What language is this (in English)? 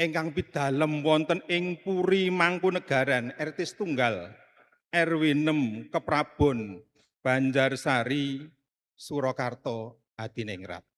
Javanese